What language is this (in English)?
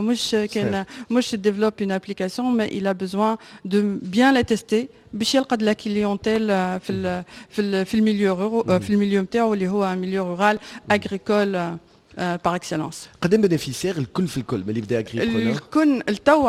Tunisian Arabic